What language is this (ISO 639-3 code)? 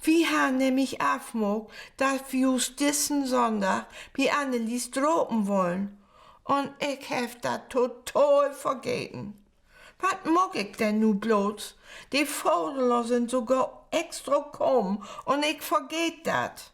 nds